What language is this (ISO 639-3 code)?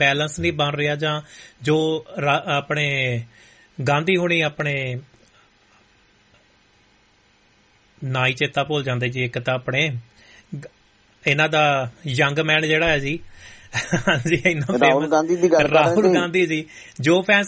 pan